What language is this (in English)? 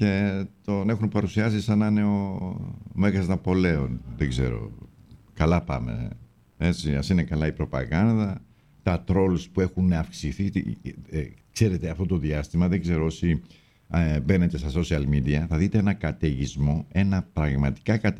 Greek